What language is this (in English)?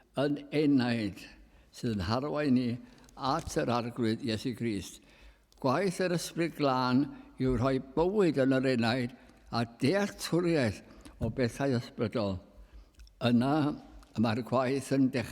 Welsh